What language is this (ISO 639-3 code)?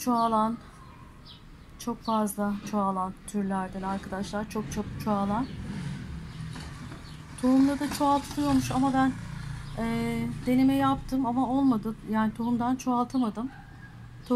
tur